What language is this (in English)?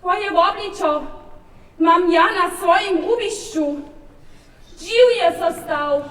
Upper Sorbian